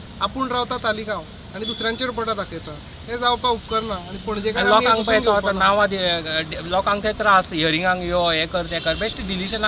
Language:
Konkani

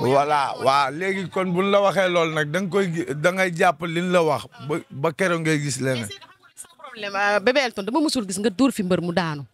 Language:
Wolof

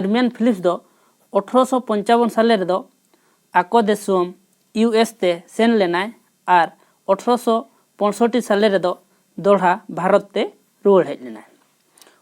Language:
Santali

